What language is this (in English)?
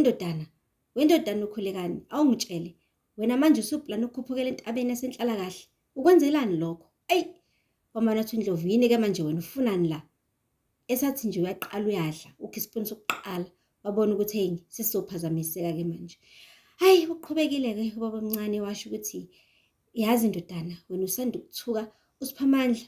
Zulu